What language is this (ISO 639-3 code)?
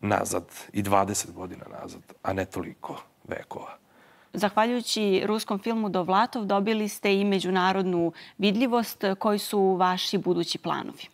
srp